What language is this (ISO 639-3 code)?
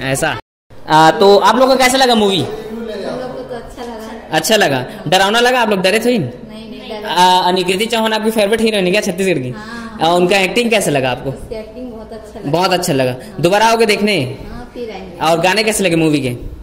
hne